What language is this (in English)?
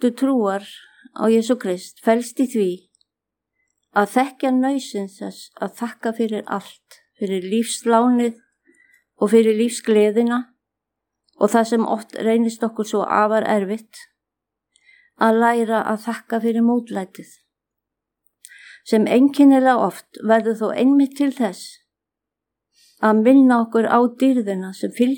Icelandic